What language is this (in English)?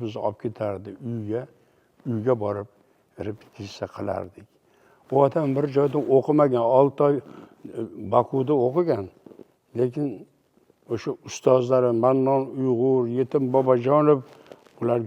Uzbek